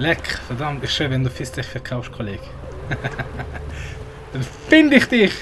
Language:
Swiss German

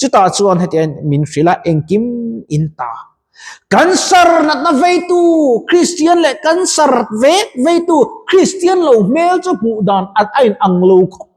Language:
Mizo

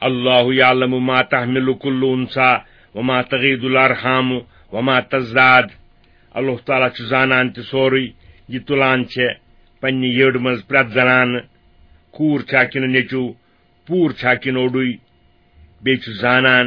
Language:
Kashmiri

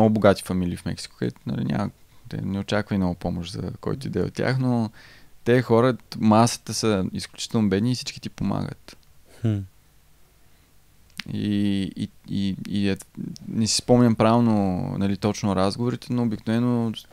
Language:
Bulgarian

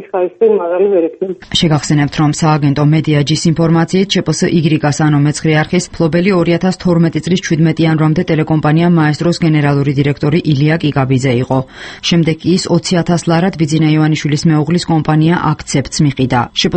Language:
Georgian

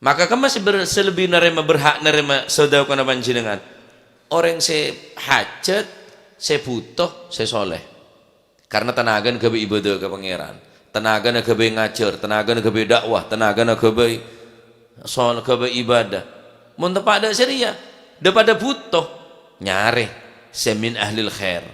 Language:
Madurese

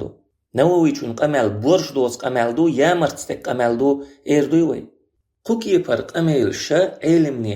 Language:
Chechen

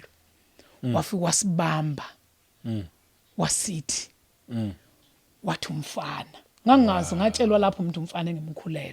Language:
Zulu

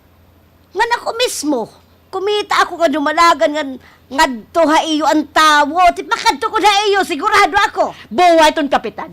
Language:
Waray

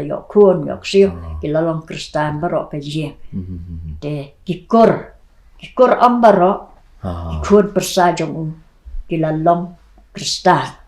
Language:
Khasi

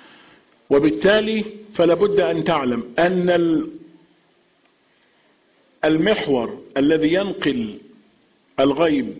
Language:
Arabic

